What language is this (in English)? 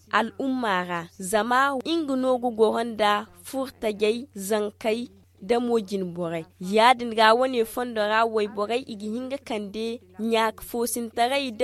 Zarma